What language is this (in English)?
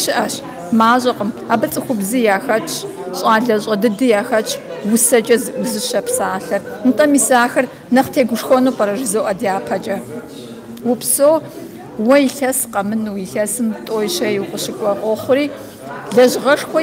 Kabardian